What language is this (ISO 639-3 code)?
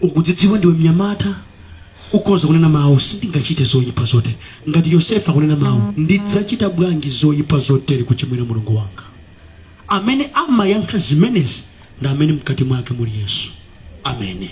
nya